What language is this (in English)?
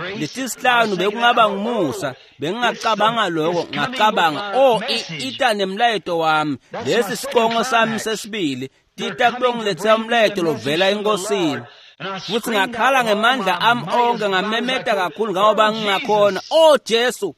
Swati